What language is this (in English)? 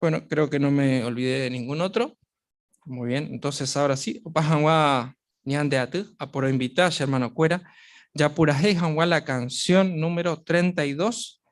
Guarani